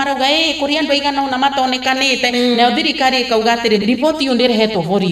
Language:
Kikuyu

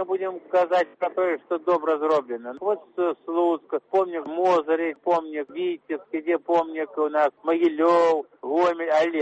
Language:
Belarusian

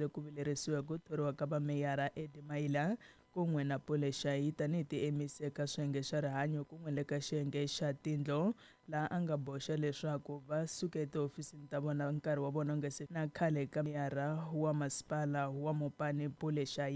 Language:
Tsonga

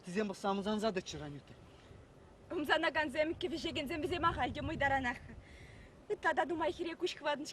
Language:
Chuvash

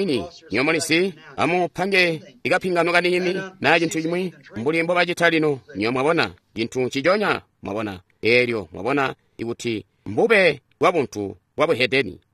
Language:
Tonga (Zambia)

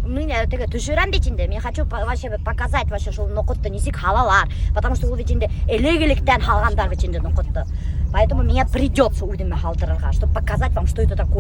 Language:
Bashkir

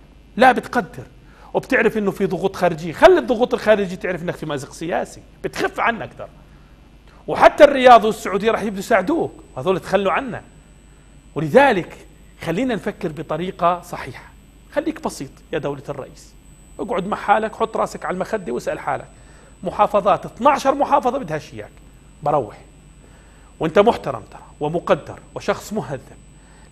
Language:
South Levantine Arabic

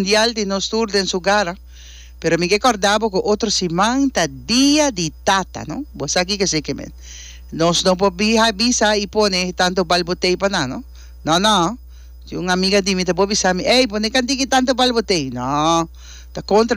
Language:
Papiamento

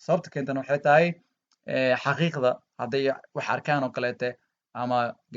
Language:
Somali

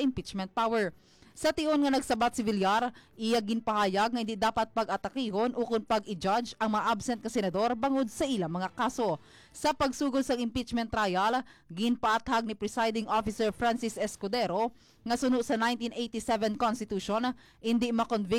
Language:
Hiligaynon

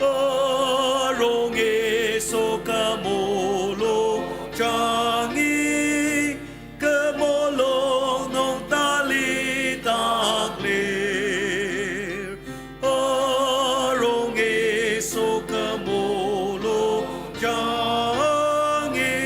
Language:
Ao Naga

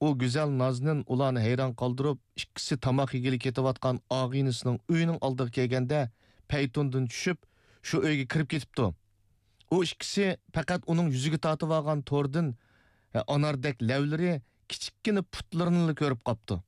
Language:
Uyghur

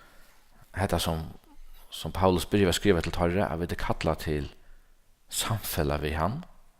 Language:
Faroese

